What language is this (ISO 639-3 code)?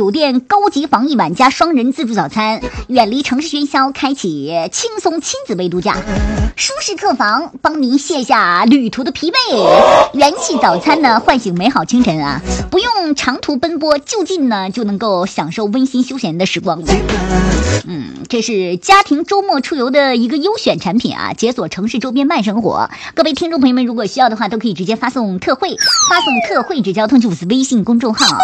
zho